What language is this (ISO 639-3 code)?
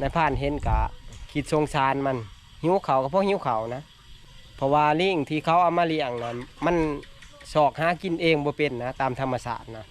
tts